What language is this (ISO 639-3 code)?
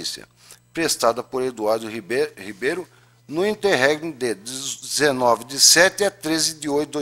por